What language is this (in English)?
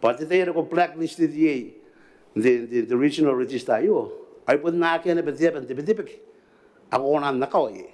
Gilbertese